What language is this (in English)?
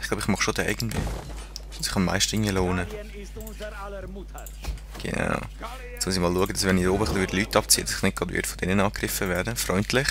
Swiss German